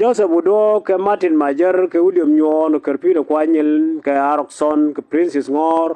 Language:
Nuer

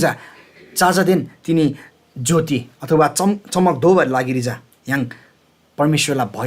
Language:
Eastern Tamang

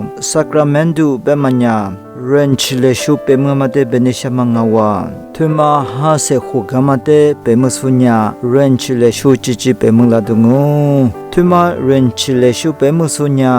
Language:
Lisu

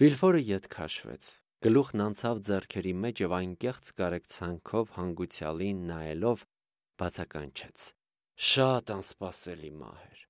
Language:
Armenian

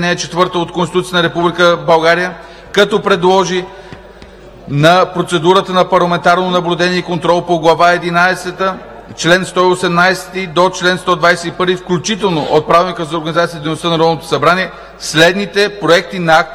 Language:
Bulgarian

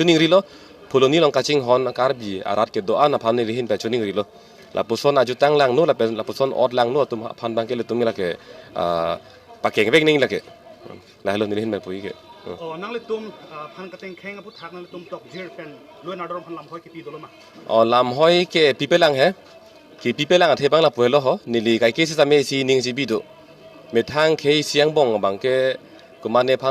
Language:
Karbi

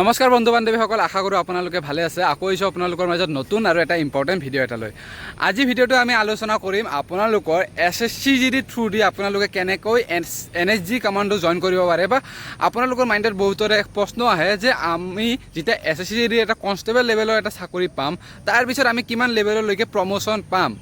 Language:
Assamese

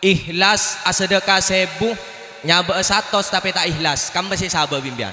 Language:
Madurese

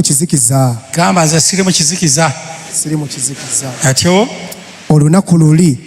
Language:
Ganda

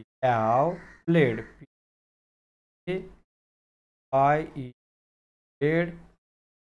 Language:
Marathi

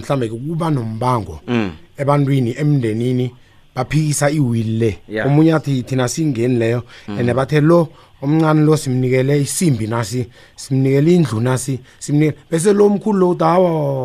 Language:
South Ndebele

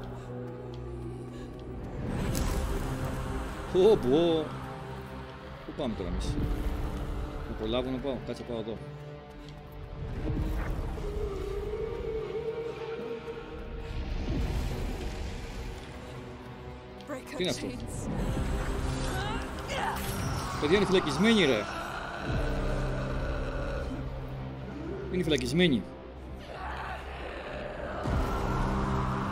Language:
Greek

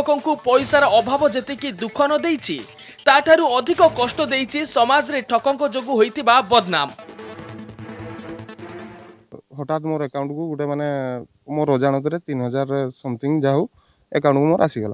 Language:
Odia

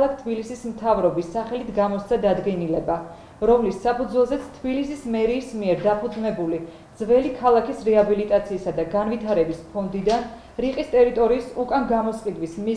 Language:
Georgian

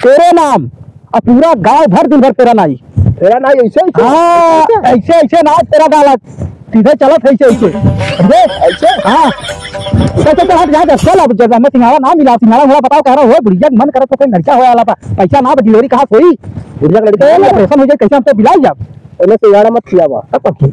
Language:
Awadhi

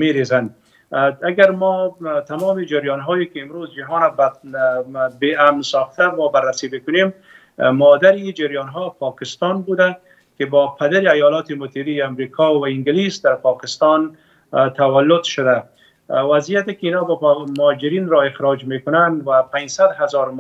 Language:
Persian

